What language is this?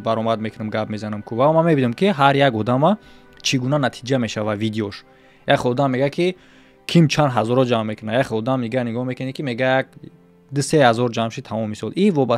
Tajik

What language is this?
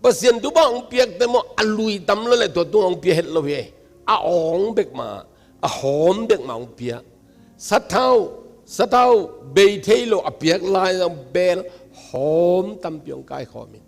Tedim Chin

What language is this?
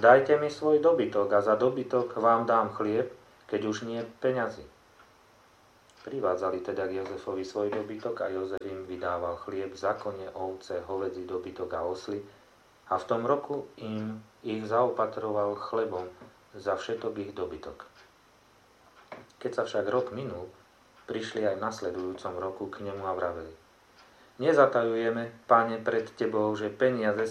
Slovak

